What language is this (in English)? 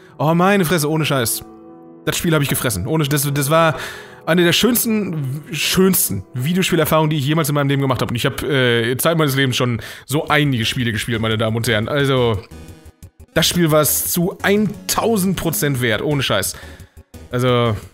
German